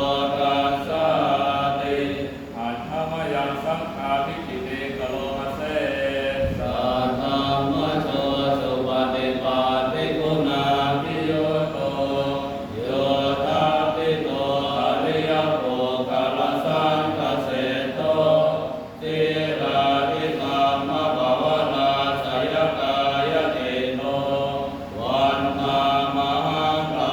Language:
Pali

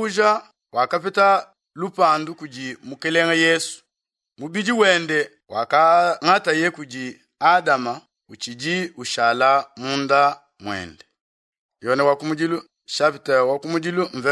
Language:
Luba-Lulua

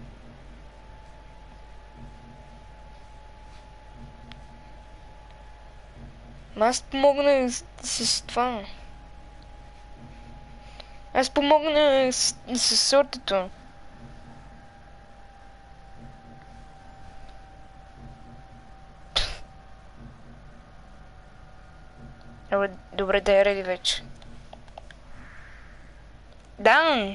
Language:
Bulgarian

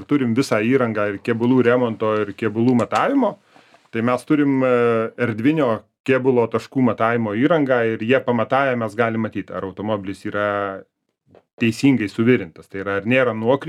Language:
Lithuanian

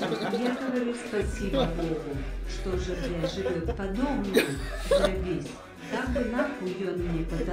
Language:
Russian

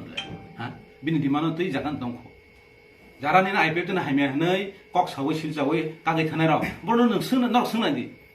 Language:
Kok Borok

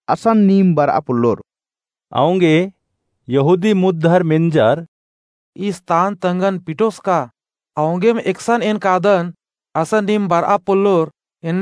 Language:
Kurukh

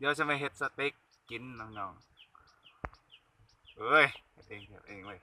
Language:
Lao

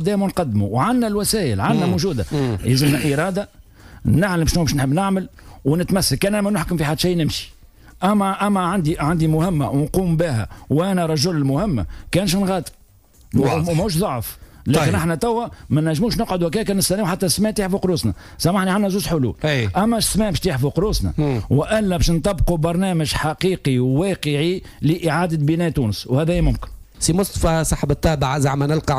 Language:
Tunisian Arabic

